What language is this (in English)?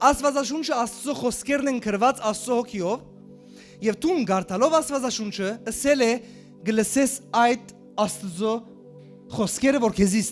Western Armenian